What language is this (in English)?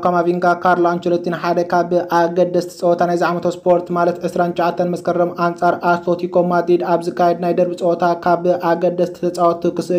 Tigrinya